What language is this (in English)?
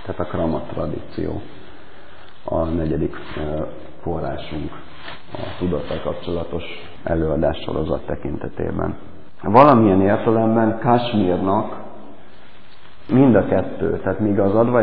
Hungarian